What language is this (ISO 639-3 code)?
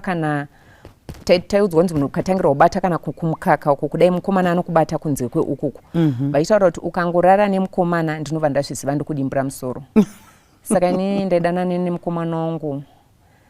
sna